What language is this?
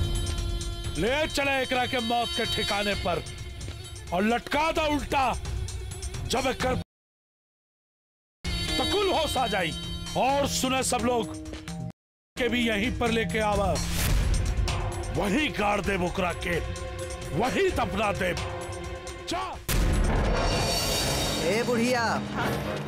Bhojpuri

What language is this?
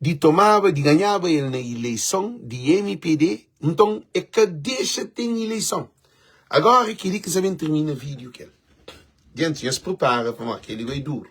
Kabuverdianu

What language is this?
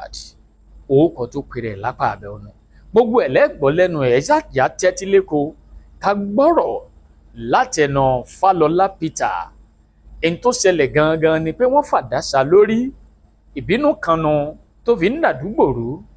Yoruba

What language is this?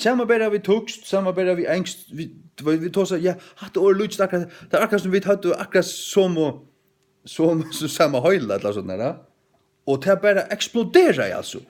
Faroese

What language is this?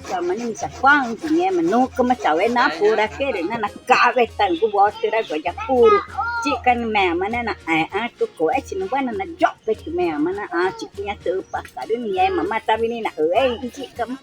Ticuna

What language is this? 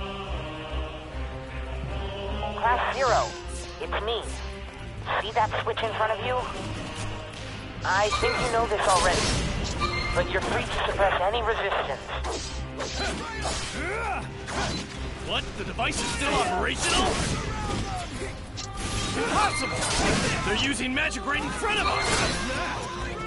English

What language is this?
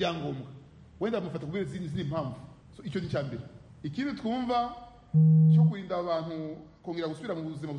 Kinyarwanda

